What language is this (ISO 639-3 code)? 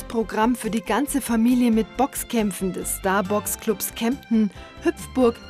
deu